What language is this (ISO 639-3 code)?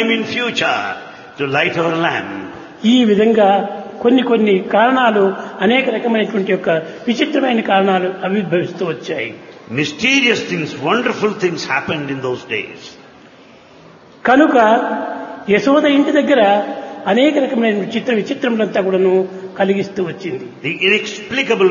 tel